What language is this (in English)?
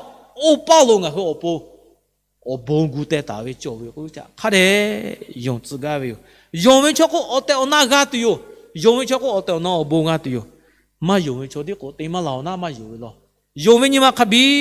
Lahu